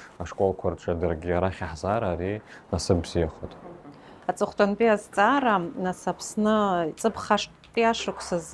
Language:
Abkhazian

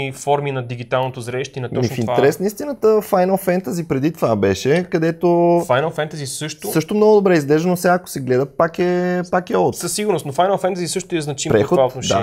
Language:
Bulgarian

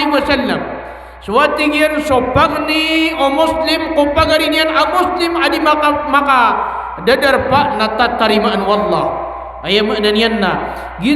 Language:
Maranao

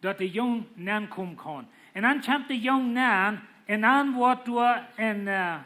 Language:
Plautdietsch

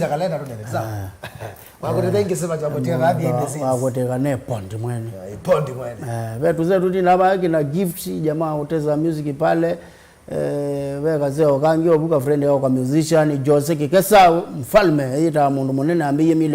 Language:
Kamba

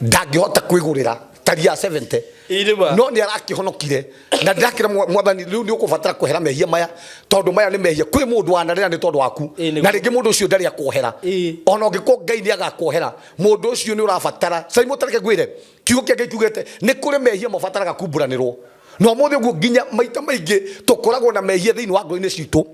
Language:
Kikuyu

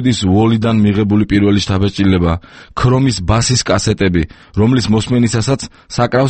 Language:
Georgian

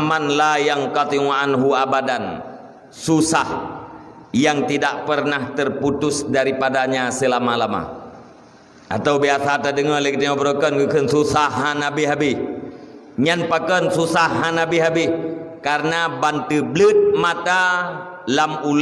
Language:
Achinese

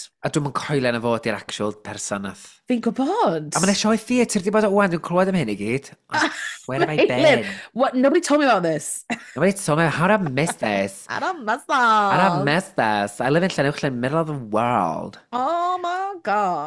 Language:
Welsh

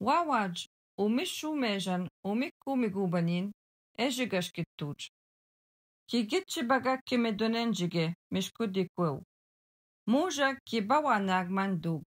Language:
Algonquin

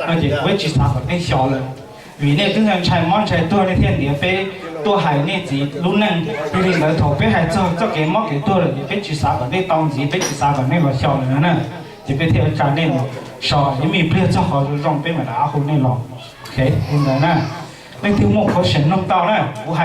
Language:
Hmong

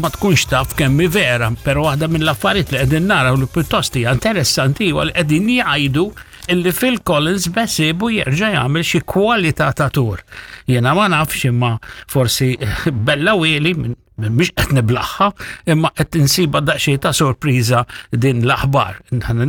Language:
Maltese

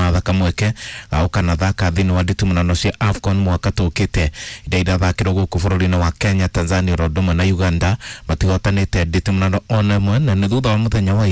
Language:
Kikuyu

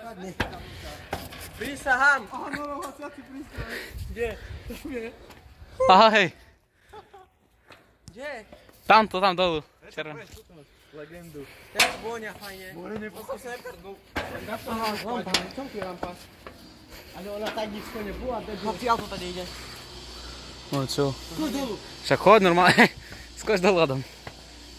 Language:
Slovak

